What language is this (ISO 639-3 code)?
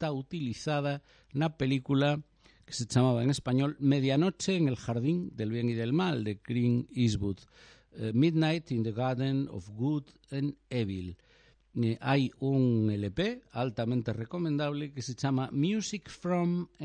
glg